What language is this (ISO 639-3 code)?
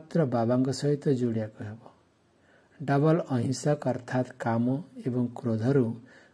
ori